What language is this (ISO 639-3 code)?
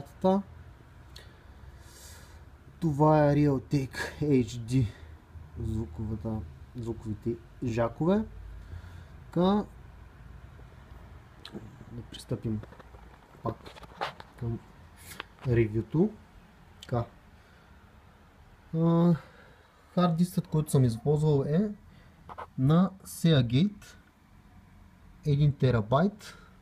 bul